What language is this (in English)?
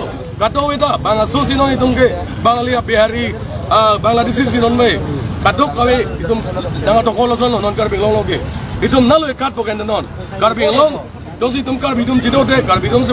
Karbi